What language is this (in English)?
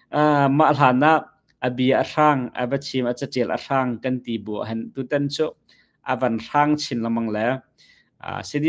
Hakha Chin